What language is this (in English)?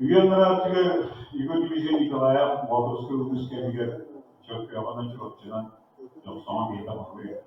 Yakut